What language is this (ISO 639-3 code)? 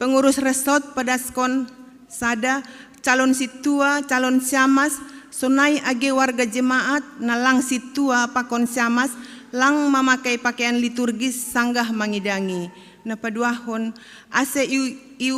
bts